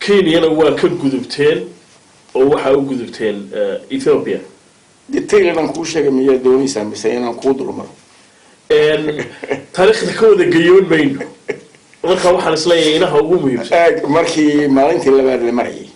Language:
Somali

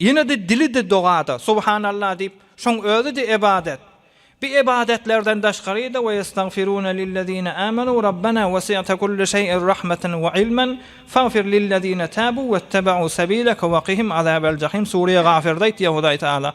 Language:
Turkmen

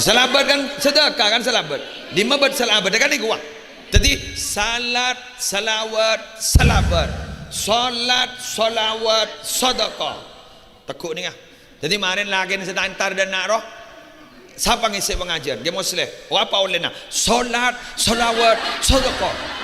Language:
Madurese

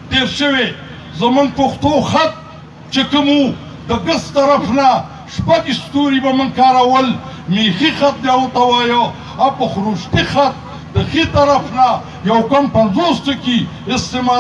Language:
Pashto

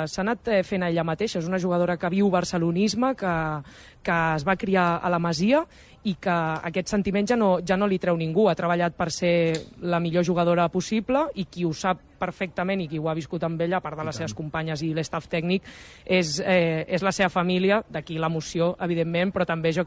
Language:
Catalan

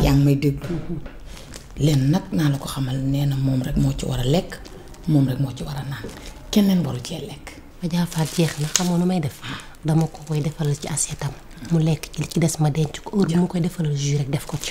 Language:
Wolof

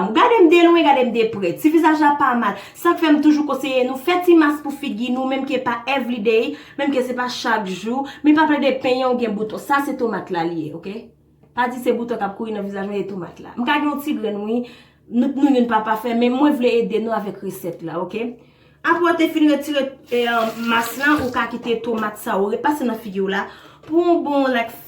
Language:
Haitian Creole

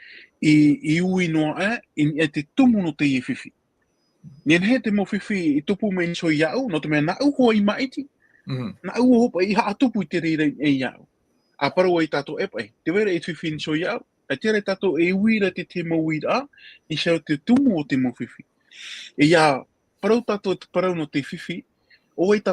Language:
Tahitian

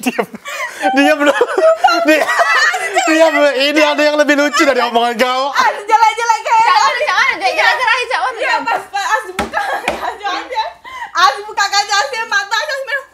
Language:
Musi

